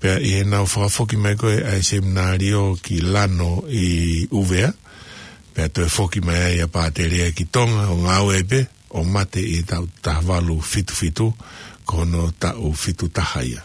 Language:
Tongan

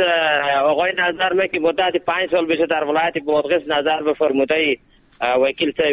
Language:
Persian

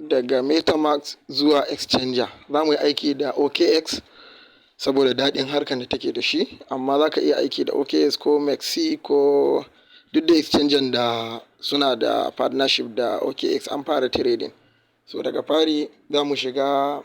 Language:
Hausa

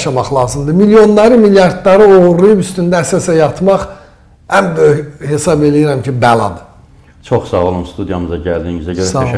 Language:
Azerbaijani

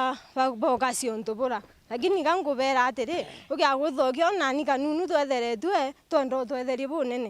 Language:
Meru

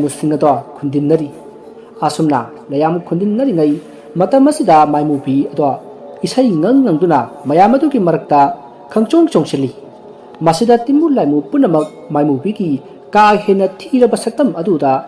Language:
Manipuri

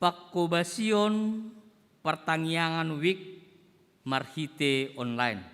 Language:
Batak Toba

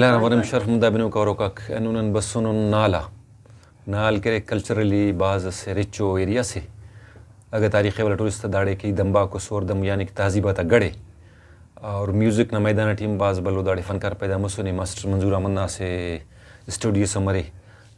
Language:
Brahui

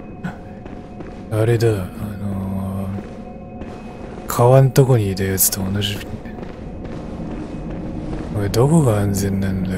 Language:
Japanese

